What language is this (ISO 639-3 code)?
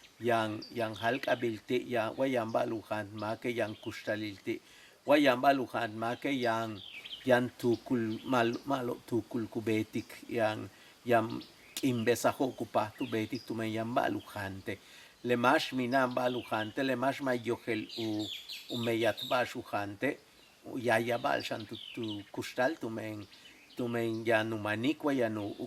yua